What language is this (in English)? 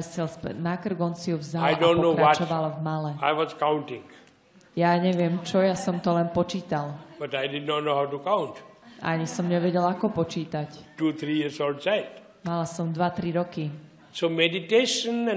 Slovak